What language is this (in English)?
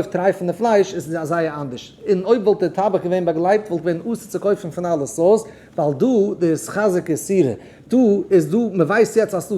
Yiddish